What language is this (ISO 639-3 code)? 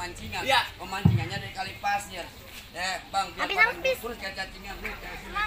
bew